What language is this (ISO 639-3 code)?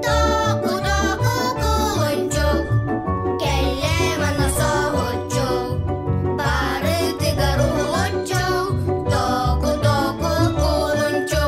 sah